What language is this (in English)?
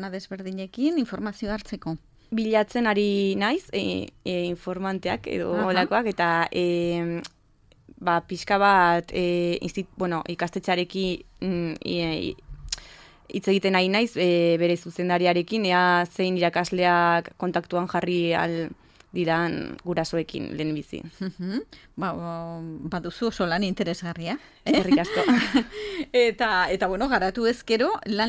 Basque